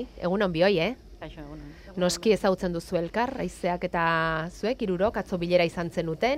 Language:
Basque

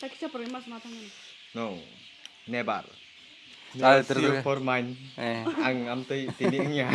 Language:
Kok Borok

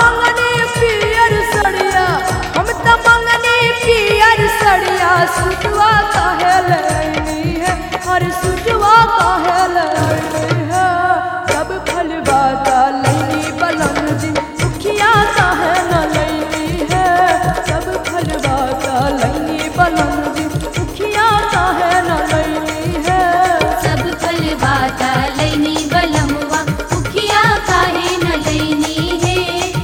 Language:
Bhojpuri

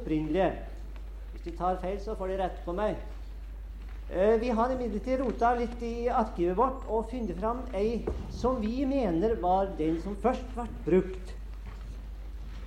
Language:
Norwegian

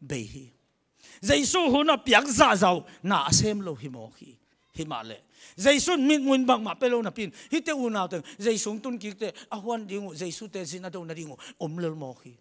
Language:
Tedim Chin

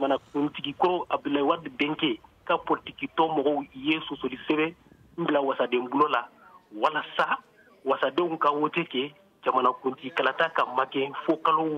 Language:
Bambara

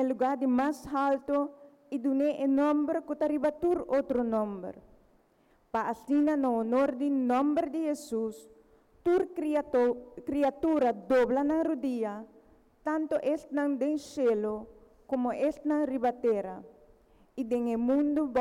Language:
Papiamento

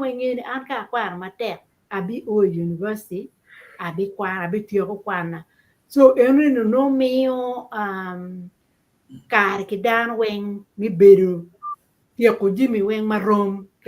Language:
Acoli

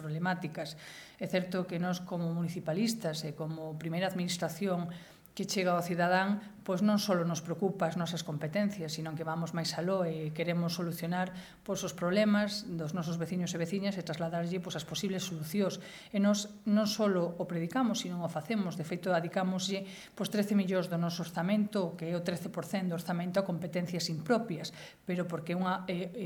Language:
Galician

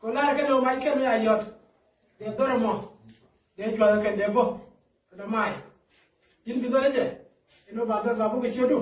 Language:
Nuer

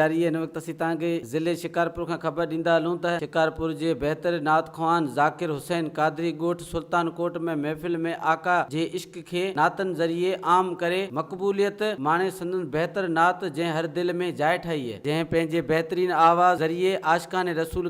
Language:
Sindhi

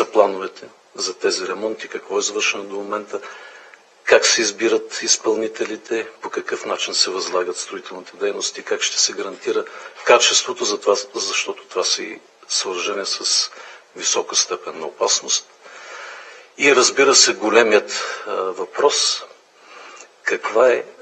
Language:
Bulgarian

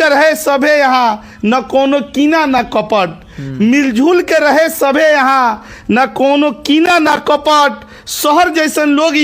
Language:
Bhojpuri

